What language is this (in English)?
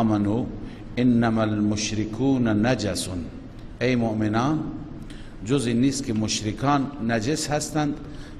Persian